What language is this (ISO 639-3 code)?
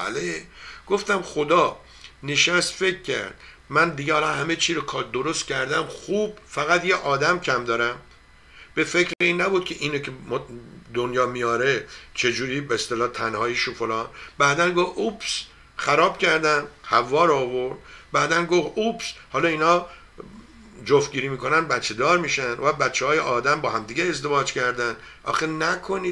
fas